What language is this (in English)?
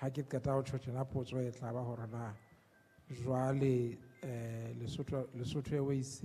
Southern Sotho